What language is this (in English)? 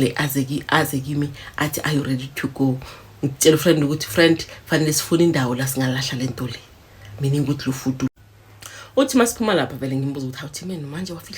Zulu